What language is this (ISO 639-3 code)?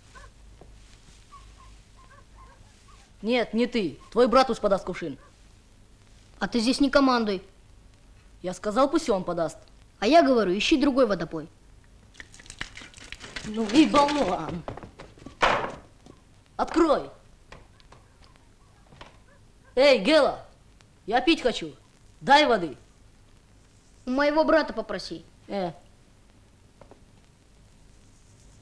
rus